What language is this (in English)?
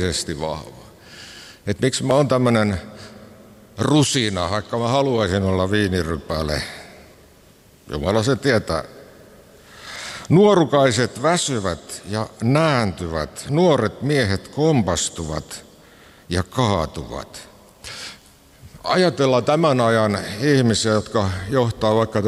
Finnish